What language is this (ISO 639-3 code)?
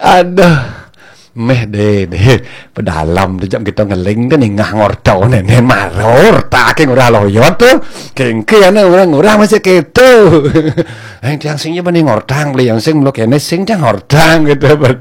ban